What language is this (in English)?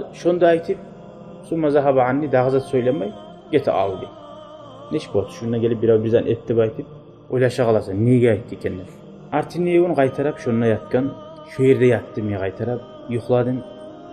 Kumyk